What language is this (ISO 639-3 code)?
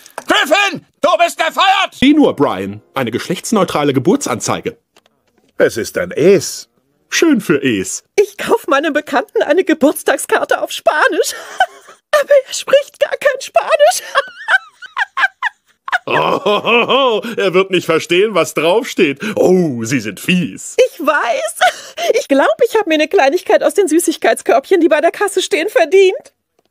deu